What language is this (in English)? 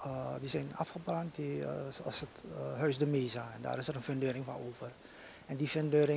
Dutch